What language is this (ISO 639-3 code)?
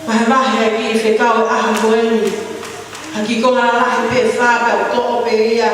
ton